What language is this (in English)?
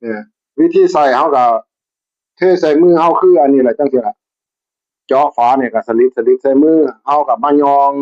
Northeastern Thai